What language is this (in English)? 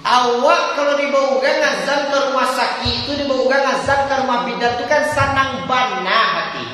Minangkabau